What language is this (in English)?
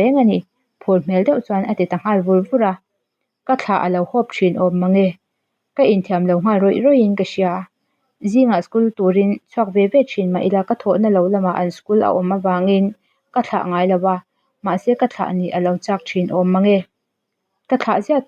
Mizo